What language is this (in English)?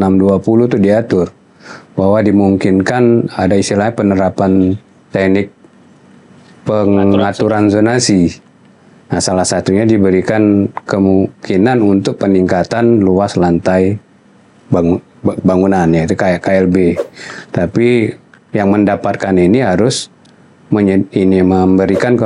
Indonesian